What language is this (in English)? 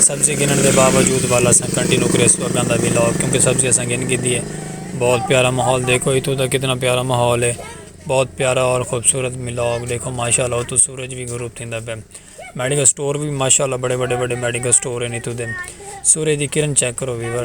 Saraiki